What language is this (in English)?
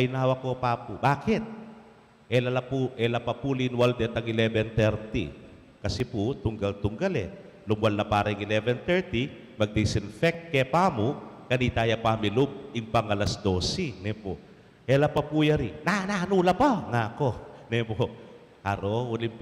Pampanga